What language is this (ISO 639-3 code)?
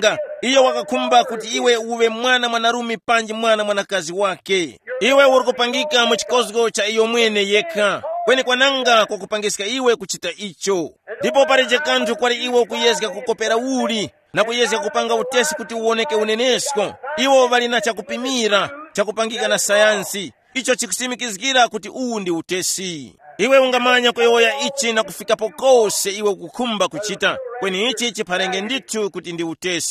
tum